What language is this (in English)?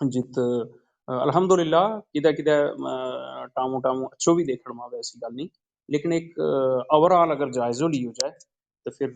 Gujari